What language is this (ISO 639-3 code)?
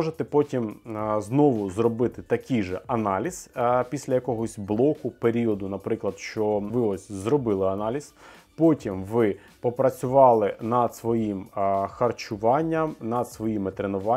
ukr